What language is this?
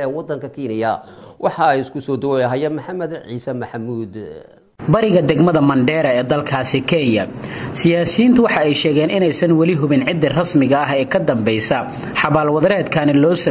Somali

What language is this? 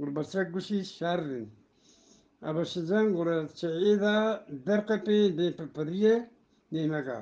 Eastern Balochi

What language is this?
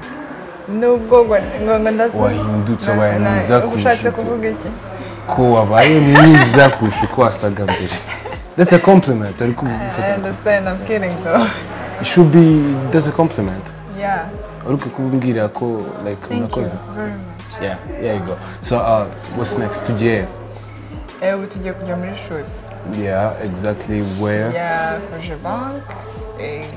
Kinyarwanda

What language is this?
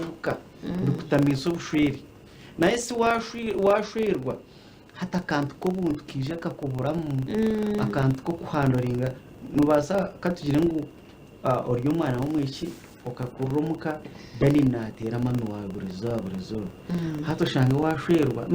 Nyankole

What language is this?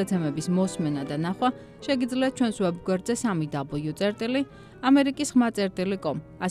Georgian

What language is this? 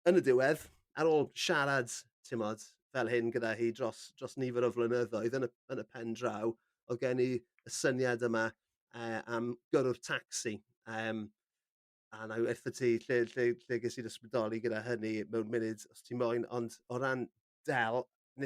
Welsh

